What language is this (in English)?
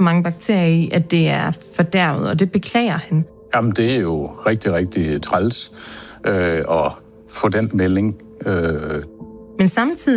Danish